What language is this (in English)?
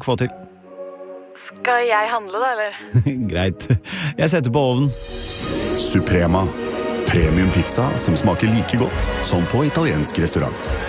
Norwegian